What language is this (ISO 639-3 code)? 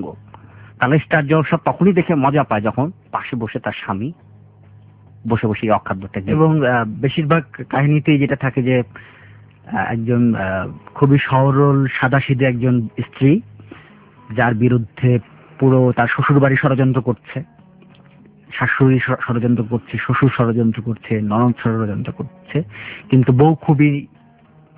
ben